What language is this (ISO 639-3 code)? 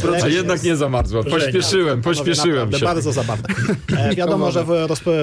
pol